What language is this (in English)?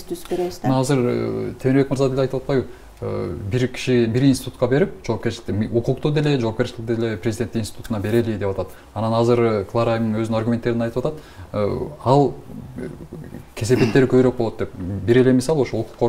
Kyrgyz